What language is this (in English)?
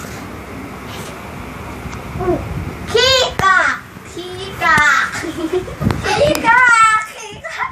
Lao